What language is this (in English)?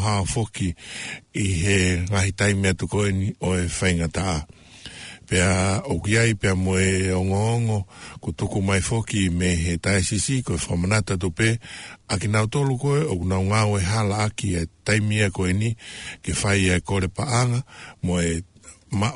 Tongan